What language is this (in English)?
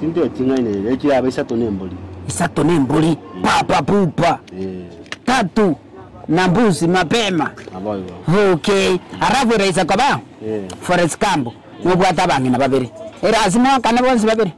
Gusii